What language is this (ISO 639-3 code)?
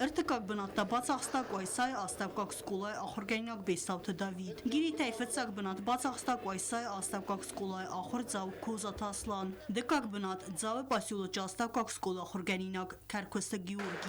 oss